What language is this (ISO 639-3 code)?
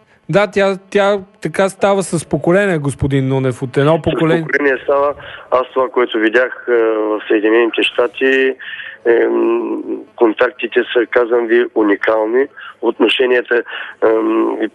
bul